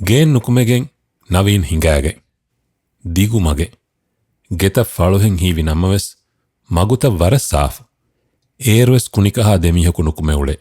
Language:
Divehi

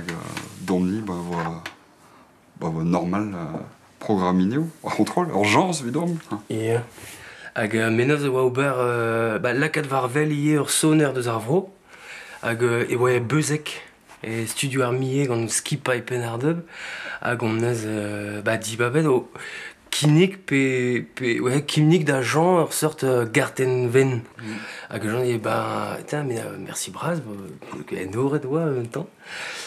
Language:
Breton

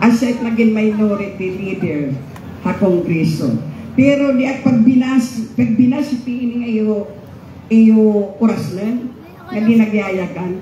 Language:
Waray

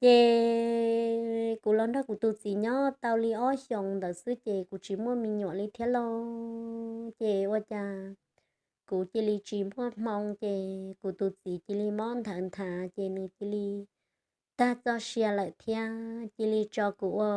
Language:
Hmong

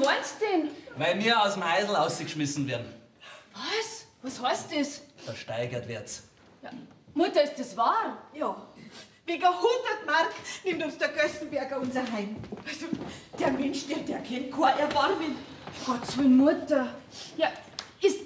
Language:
Bavarian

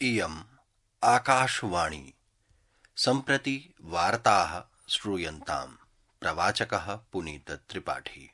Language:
Sanskrit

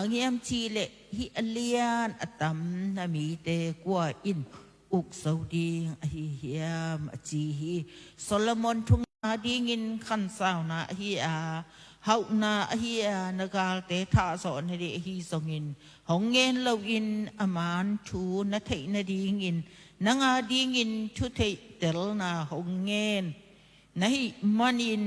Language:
Tedim Chin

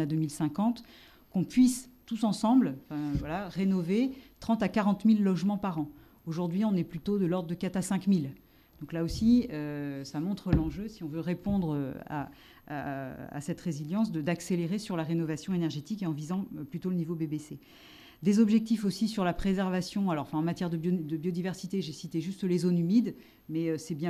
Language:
French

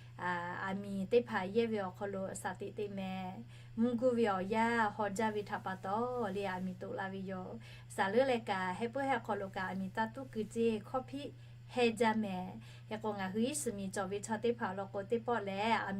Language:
Lahu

